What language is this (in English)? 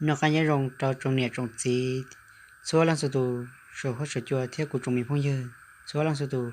Hmong